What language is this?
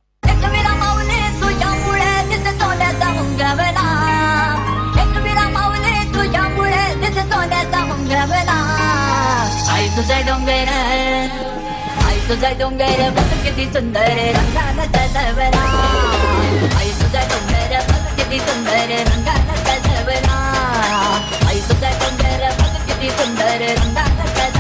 Marathi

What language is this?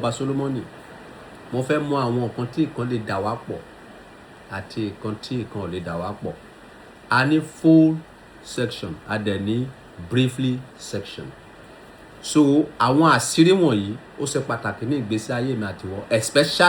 Yoruba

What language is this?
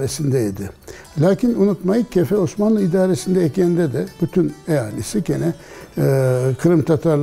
Crimean Tatar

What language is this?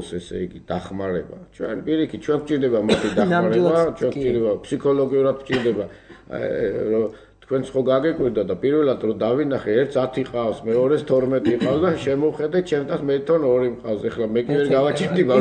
Georgian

